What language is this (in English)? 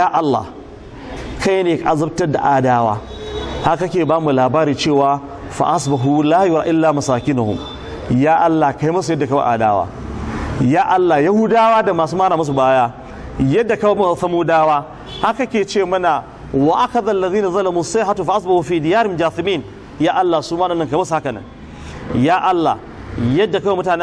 Hausa